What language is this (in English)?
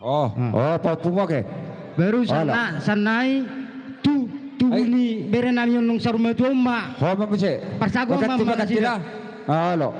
Batak Toba